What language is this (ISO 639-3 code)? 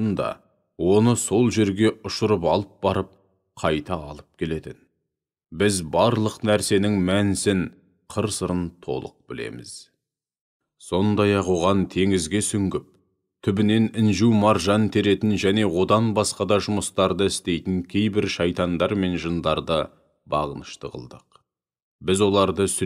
kaz